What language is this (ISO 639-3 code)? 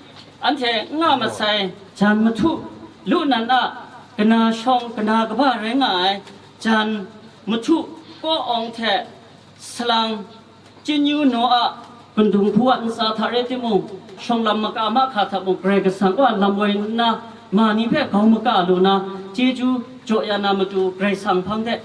kac